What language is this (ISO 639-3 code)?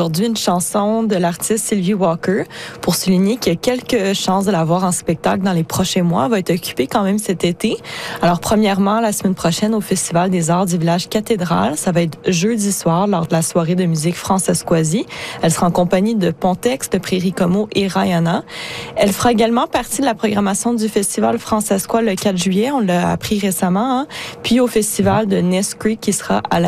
fra